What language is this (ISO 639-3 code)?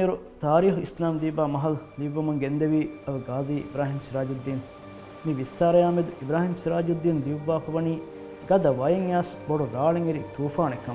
div